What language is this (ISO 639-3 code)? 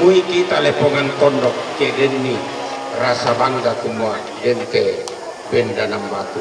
sda